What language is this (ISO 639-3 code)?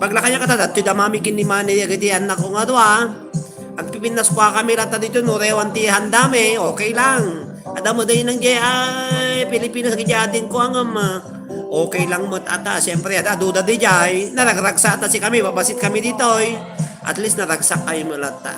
ilo